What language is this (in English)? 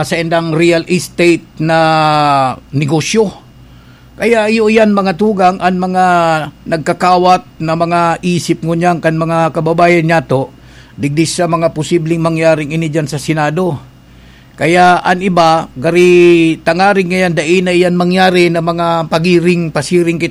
Bikol